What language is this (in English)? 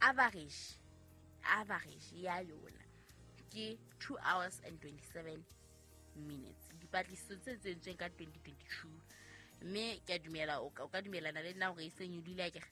Southern Sotho